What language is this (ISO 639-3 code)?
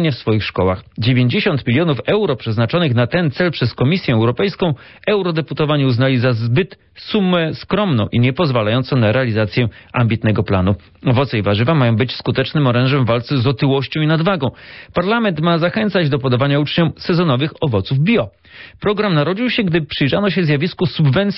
pol